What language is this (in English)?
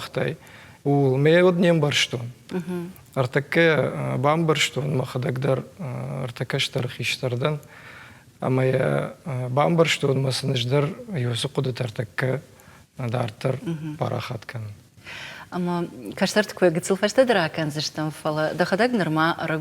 Ossetic